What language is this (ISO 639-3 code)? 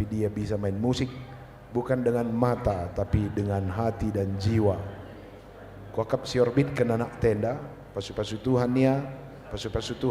btx